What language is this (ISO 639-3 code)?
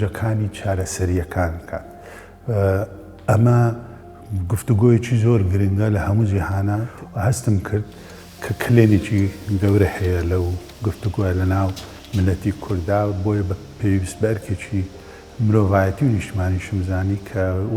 ckb